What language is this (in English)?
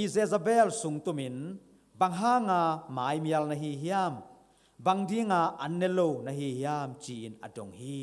Tedim Chin